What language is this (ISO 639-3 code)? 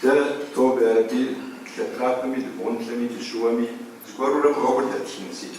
kbd